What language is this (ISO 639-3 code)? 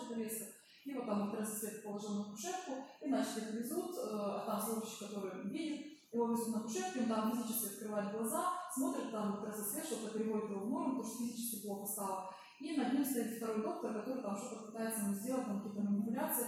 rus